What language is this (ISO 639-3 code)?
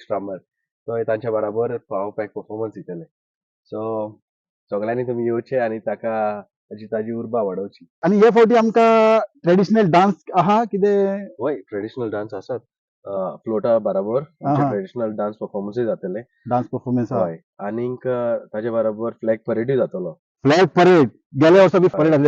kok